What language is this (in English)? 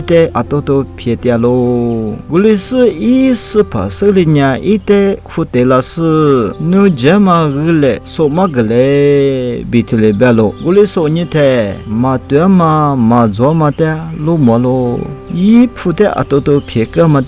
Lisu